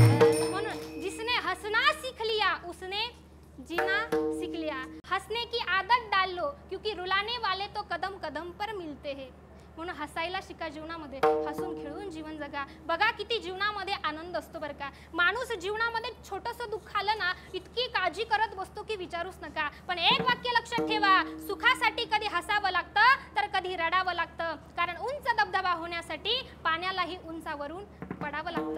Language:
Marathi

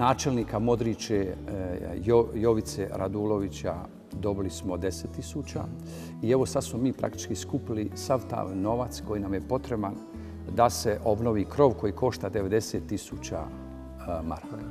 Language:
Bosnian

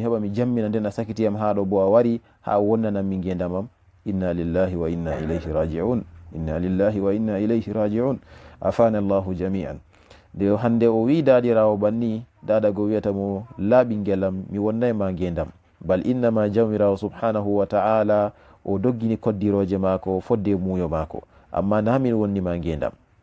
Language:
Fula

